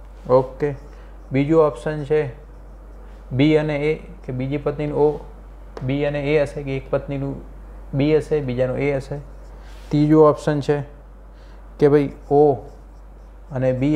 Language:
Gujarati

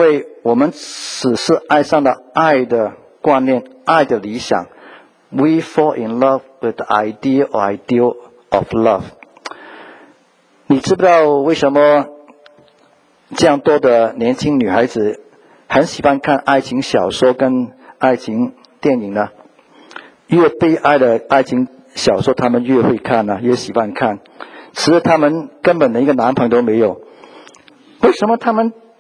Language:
Chinese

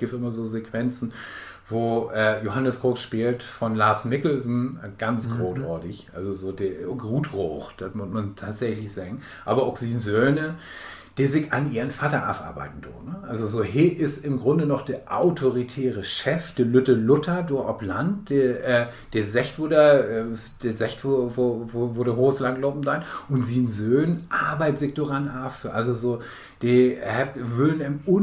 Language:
Low German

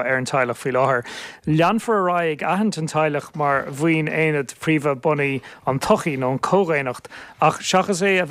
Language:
Irish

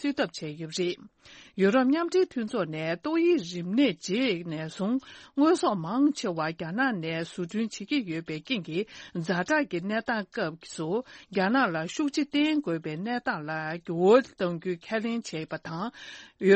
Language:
Tibetan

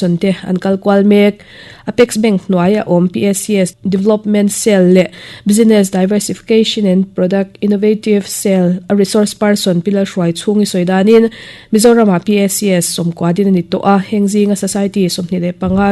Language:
Mizo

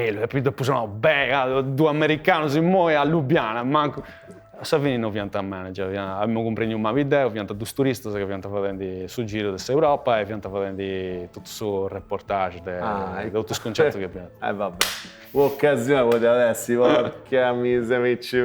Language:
Sardinian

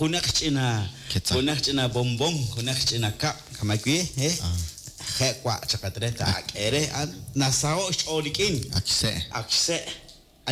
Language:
Kekchí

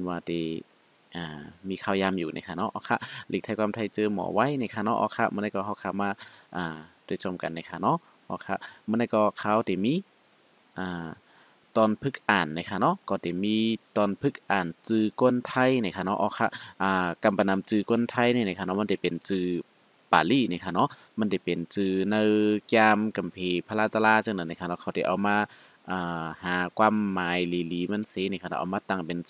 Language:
Shan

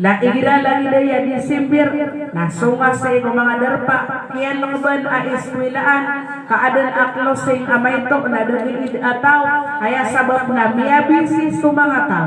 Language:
Maranao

